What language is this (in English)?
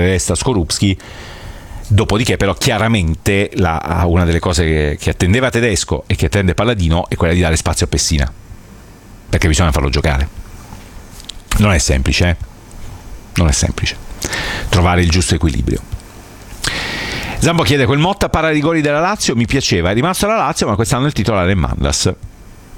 Italian